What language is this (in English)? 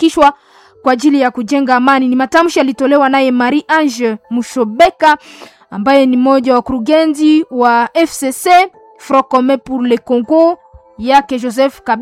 Swahili